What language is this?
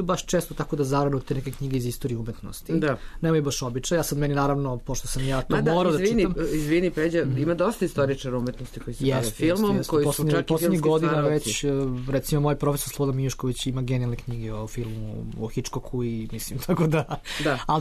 Serbian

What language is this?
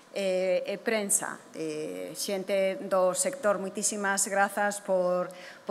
Galician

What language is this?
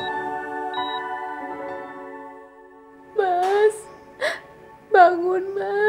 Indonesian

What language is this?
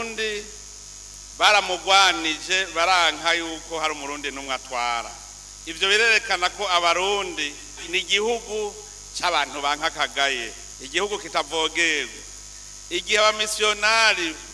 Rundi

